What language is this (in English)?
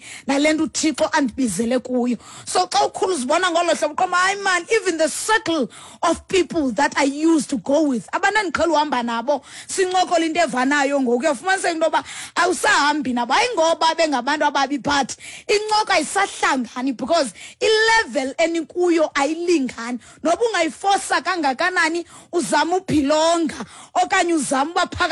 Xhosa